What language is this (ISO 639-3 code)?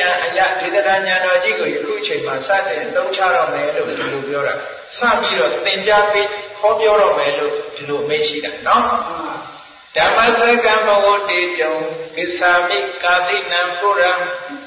mya